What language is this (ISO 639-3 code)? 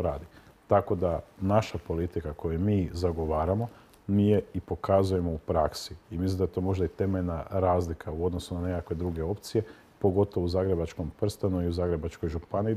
hrv